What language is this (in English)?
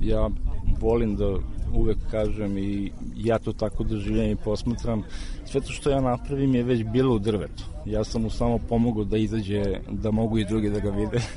Serbian